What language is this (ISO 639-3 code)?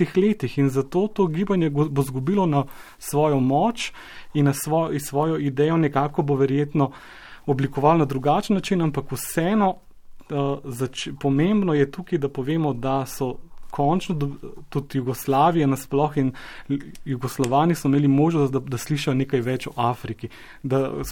slv